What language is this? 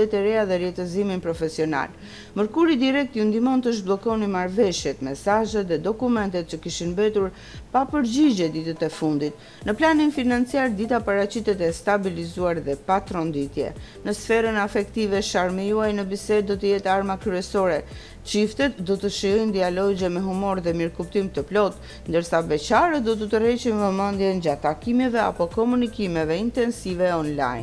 Albanian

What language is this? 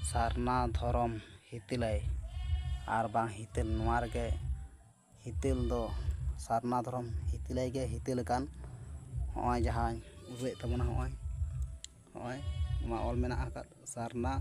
Santali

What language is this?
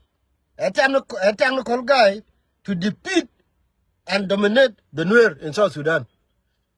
Nuer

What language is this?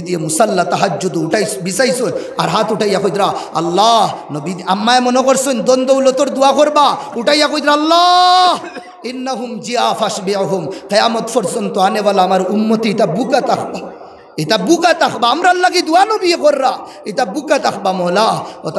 Sylheti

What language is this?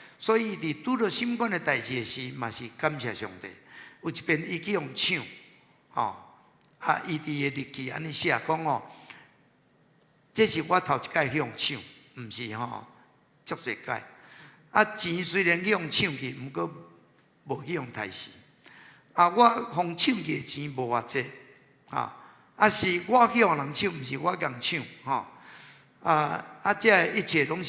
Min Nan Chinese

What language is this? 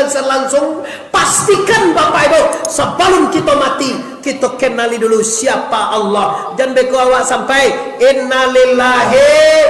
Minangkabau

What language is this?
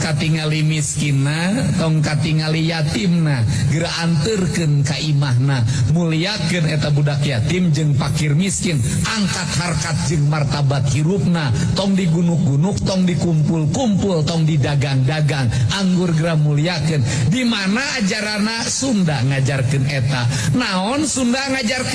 Sundanese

